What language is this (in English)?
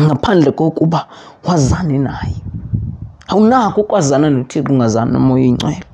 Xhosa